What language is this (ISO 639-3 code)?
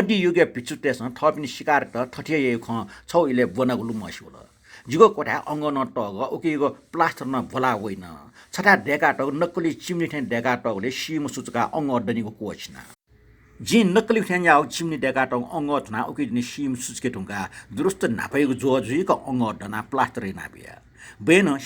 new